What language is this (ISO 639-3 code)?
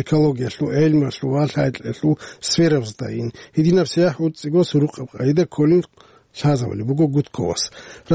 ava